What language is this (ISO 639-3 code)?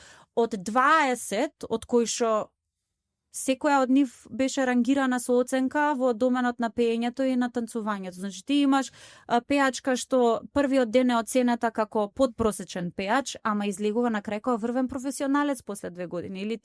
mkd